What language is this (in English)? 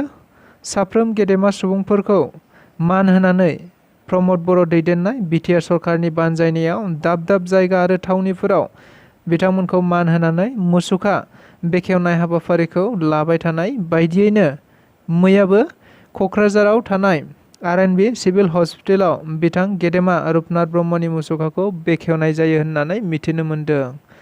Bodo